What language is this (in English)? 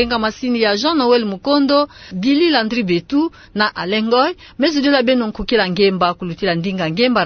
Kituba (Democratic Republic of Congo)